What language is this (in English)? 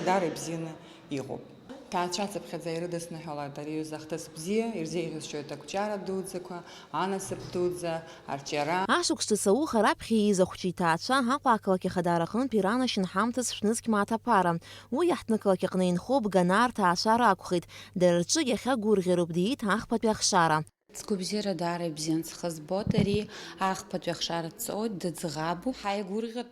Abkhazian